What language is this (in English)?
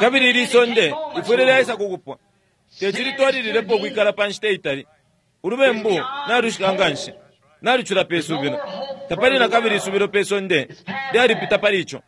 Bemba